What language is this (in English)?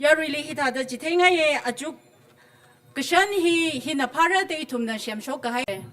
Tangkhul Naga (India)